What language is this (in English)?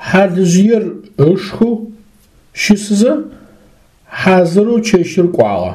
Adyghe